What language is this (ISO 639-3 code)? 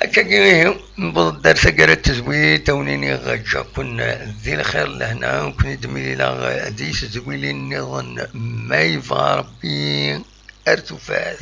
kab